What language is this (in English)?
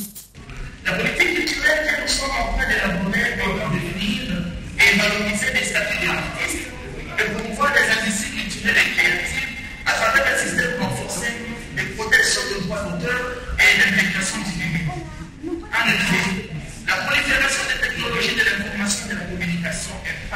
French